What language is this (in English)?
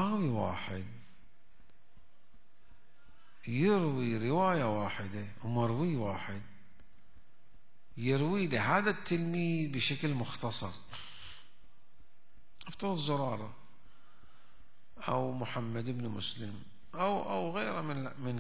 Arabic